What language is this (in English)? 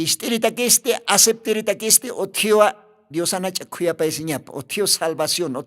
Aymara